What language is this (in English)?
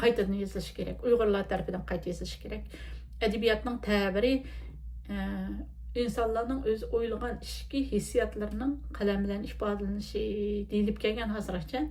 Uyghur